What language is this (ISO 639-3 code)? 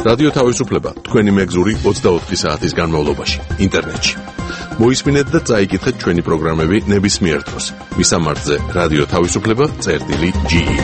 kat